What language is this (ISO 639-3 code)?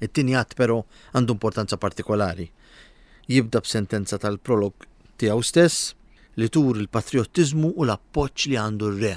mlt